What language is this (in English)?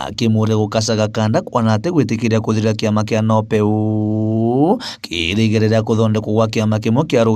Meru